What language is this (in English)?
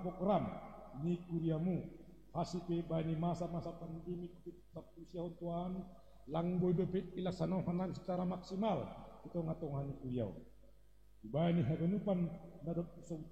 Batak Simalungun